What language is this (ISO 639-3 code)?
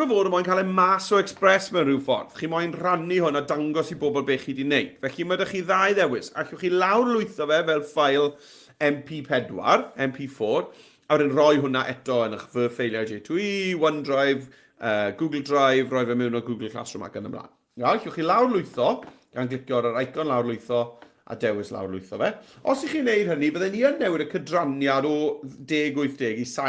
cym